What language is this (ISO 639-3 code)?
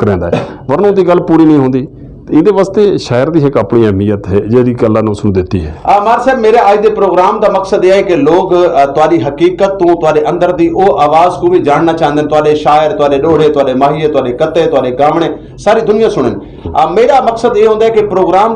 lah